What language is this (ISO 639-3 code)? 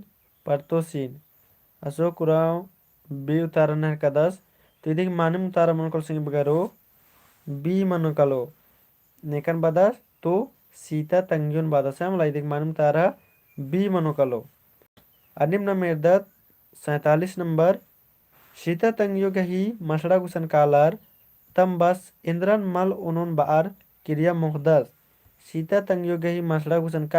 kru